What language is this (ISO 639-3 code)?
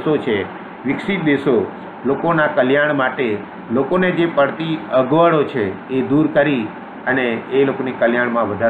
guj